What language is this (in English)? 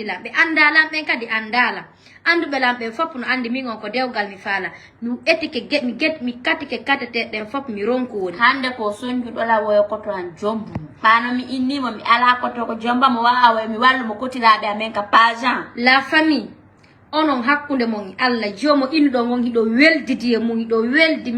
Fula